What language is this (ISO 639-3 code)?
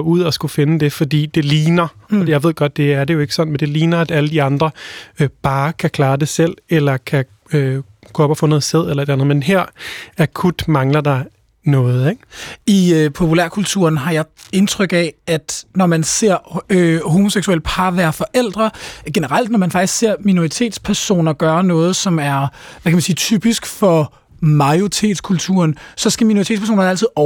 dan